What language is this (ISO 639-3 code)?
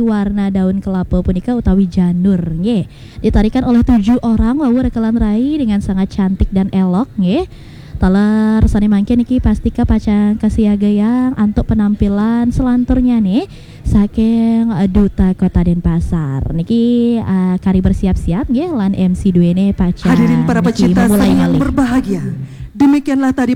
ban